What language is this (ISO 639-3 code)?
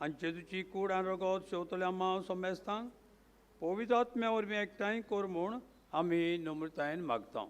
kok